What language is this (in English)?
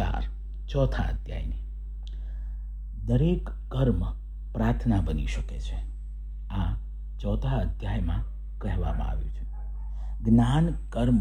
Gujarati